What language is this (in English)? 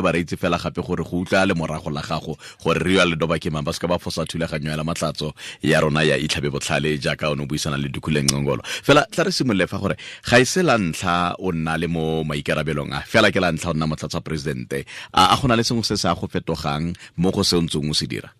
Tswana